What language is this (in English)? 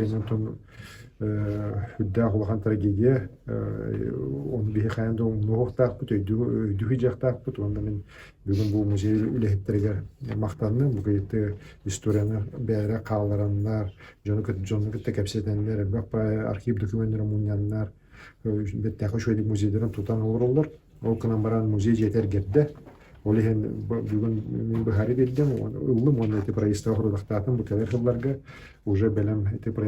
Yakut